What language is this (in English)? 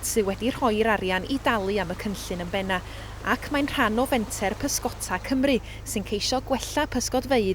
Welsh